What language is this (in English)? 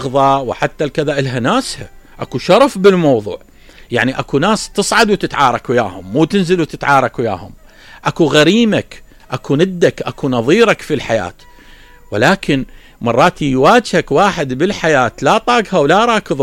Mesopotamian Arabic